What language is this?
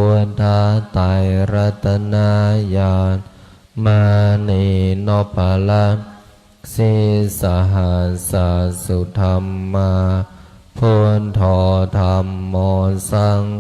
Pali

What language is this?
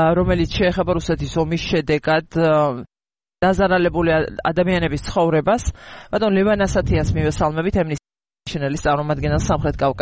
Georgian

